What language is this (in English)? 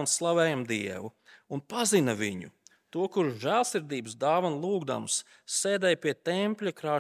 Latvian